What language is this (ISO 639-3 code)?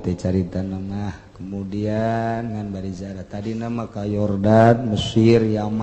sun